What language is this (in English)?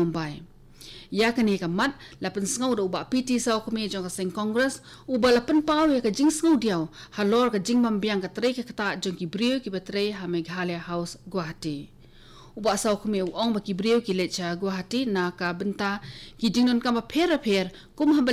Khasi